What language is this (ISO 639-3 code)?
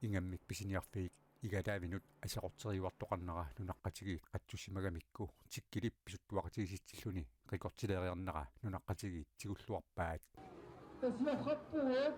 kal